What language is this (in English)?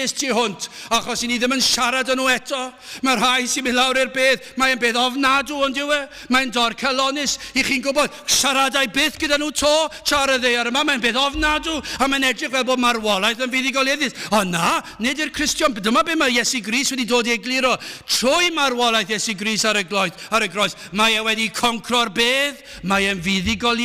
Welsh